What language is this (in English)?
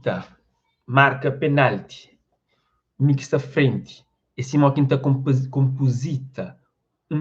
Kabuverdianu